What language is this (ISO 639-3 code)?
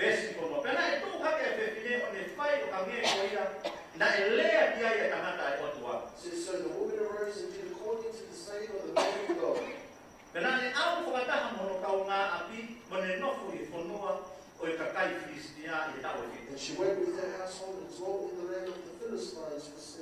ton